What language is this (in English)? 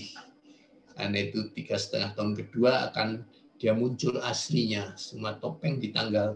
Indonesian